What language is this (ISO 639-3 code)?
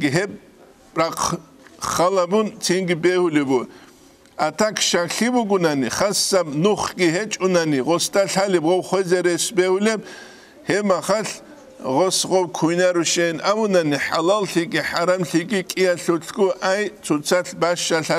ava